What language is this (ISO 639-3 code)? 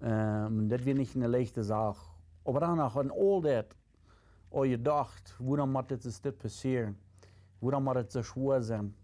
pdt